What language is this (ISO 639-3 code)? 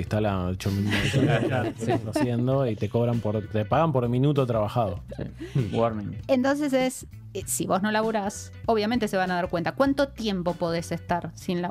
spa